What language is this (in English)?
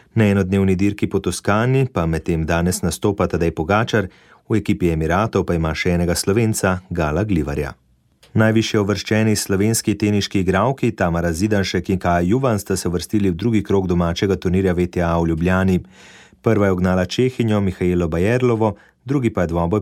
Slovenian